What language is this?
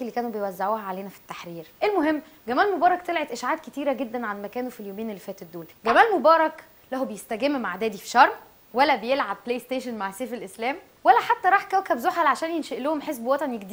Egyptian Arabic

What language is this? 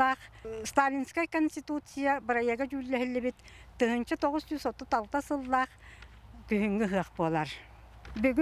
Yakut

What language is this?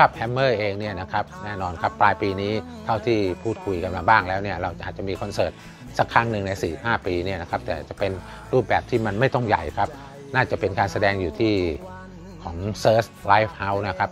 Thai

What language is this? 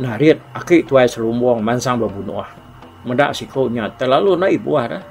Iban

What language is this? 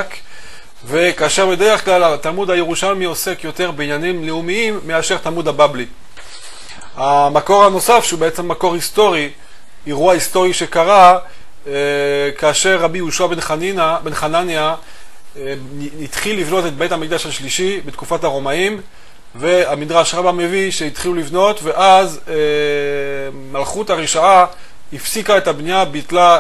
Hebrew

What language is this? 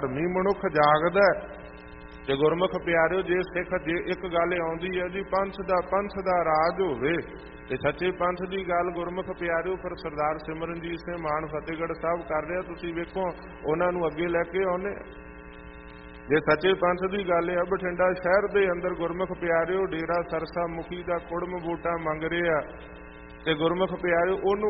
Punjabi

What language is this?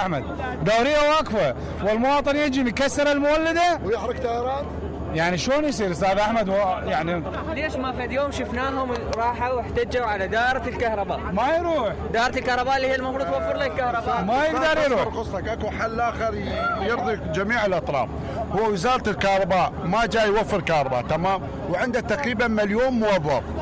Mesopotamian Arabic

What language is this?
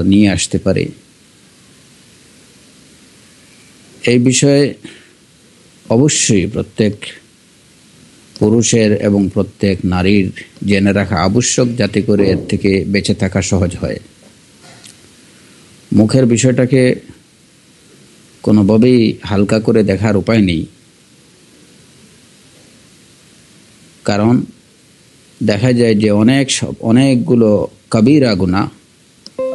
Bangla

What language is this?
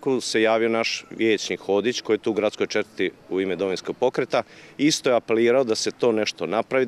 Croatian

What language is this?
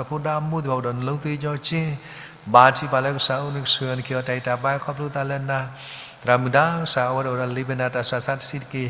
S'gaw Karen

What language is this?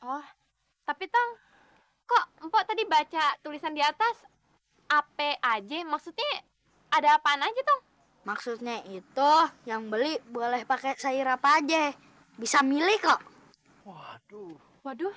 Betawi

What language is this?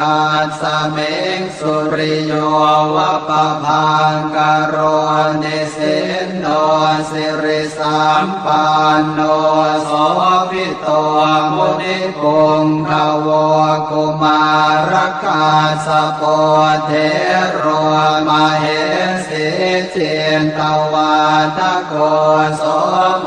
Pali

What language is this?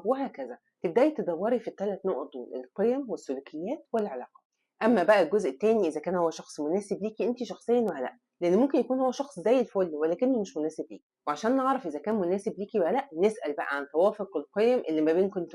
Egyptian Arabic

